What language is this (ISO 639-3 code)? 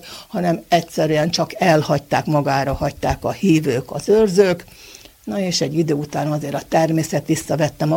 hun